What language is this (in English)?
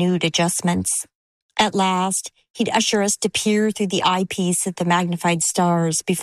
English